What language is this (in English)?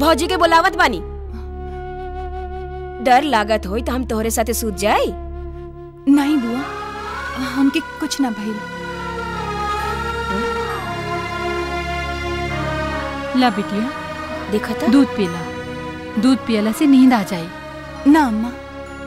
Bhojpuri